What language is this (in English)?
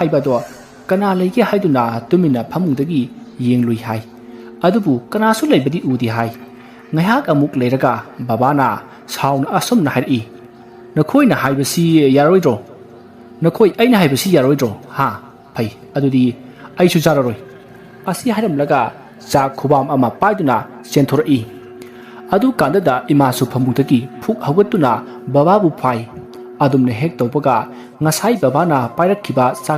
Manipuri